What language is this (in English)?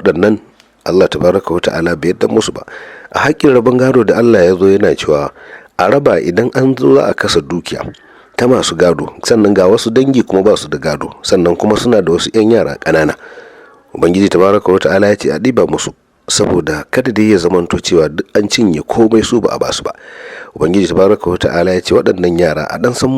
Hausa